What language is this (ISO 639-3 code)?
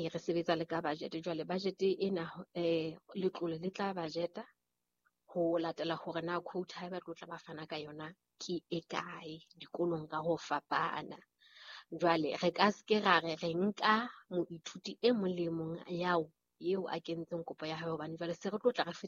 sot